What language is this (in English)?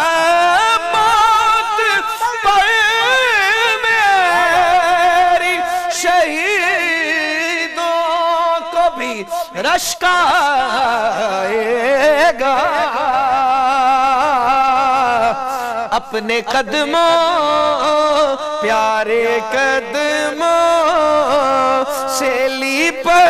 Urdu